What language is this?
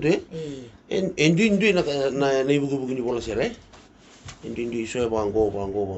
Fijian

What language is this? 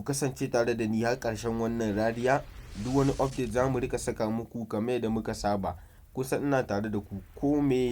Hausa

